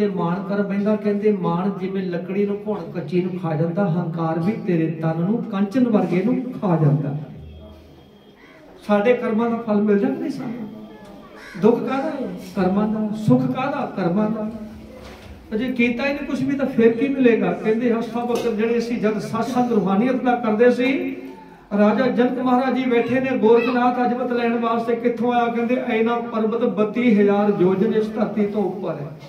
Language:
Punjabi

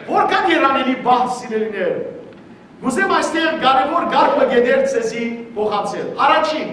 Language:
Western Armenian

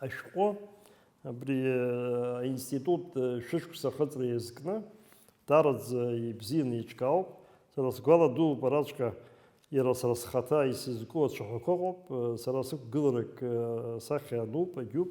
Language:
Abkhazian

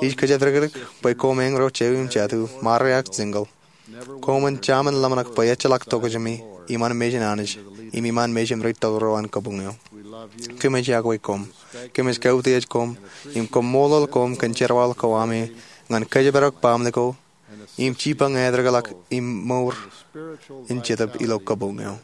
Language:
Marshallese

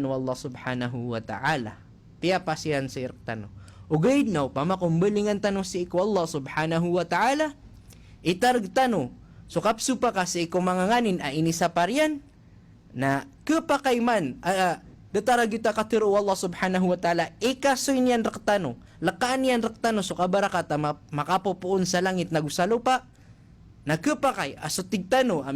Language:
Maranao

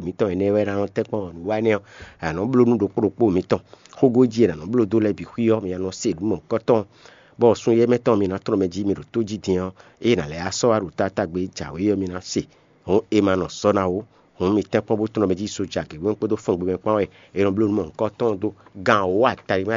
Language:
Fon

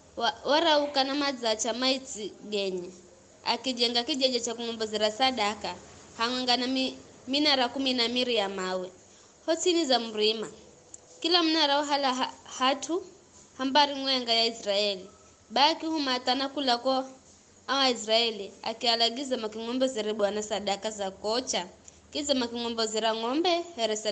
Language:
Giryama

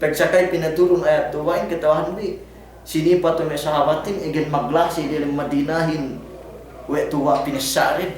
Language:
Yakan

